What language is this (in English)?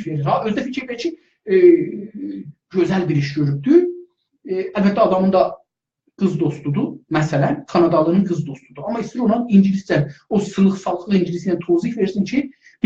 South Azerbaijani